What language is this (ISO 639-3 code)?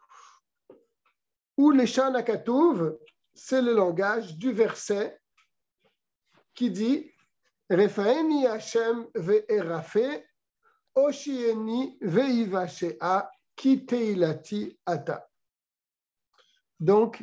fra